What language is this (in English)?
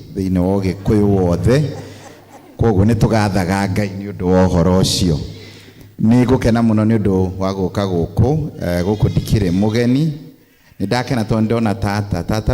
Kikuyu